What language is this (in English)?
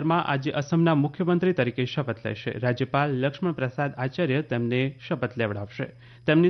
Gujarati